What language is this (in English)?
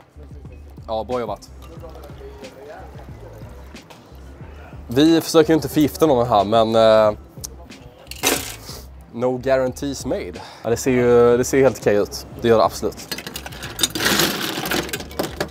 Swedish